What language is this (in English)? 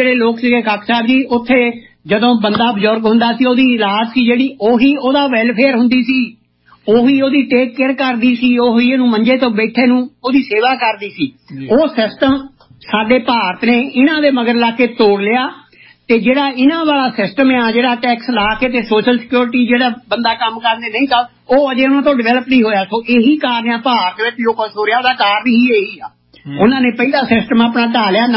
Punjabi